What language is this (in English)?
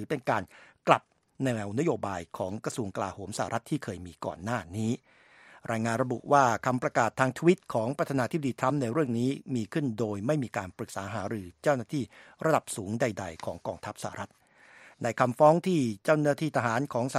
Thai